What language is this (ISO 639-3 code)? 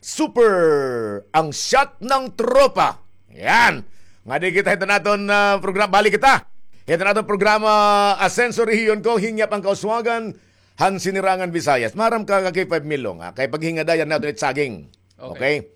war